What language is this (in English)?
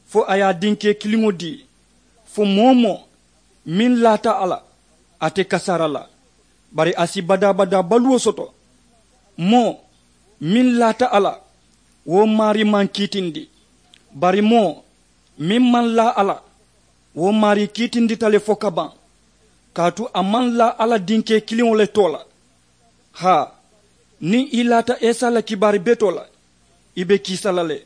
Mandingo